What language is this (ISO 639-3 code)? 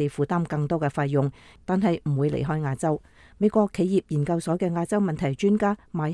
yue